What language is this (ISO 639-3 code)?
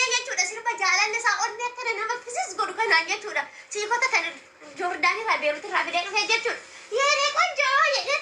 orm